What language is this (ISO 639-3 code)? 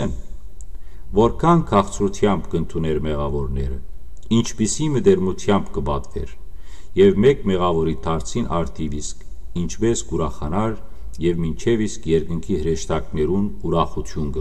hyw